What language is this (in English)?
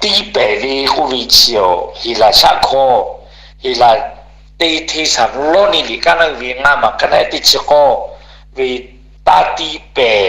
Lahu